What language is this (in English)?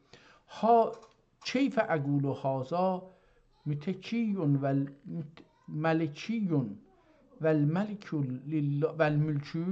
South Azerbaijani